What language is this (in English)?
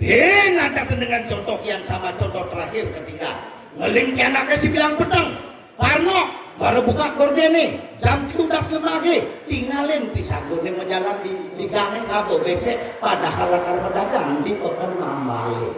Balinese